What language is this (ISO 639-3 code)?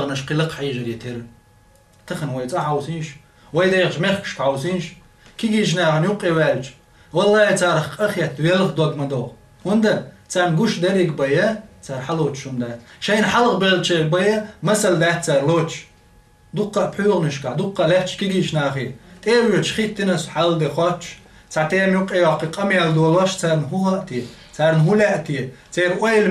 che